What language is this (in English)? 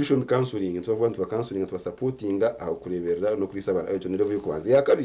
Nyankole